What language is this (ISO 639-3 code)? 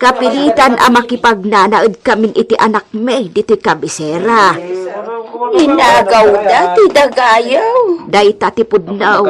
ilo